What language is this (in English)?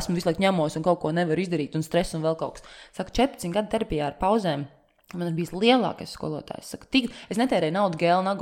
Latvian